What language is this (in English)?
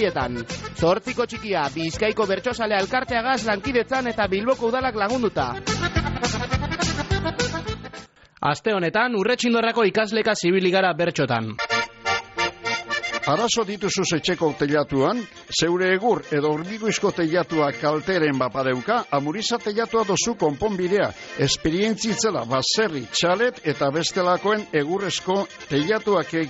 Basque